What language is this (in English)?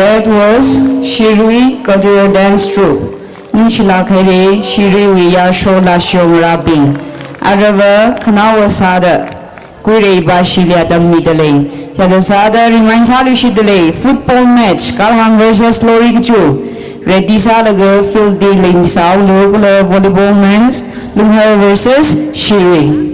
Tangkhul Naga (India)